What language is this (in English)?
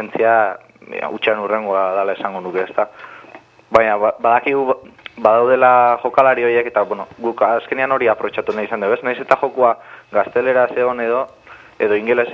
Basque